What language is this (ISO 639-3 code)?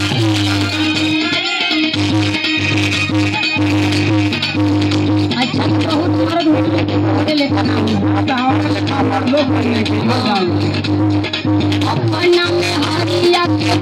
bho